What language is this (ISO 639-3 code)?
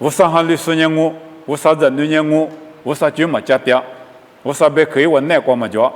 lis